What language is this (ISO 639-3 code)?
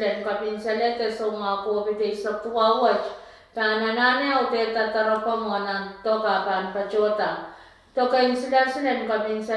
pon